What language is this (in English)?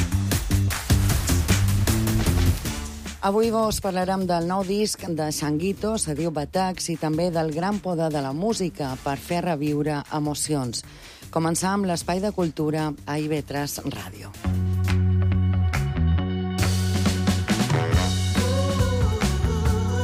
Catalan